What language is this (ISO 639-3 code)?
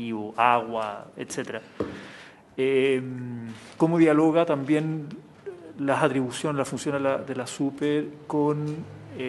spa